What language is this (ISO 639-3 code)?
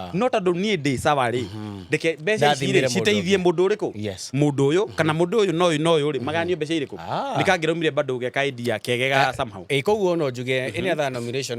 kik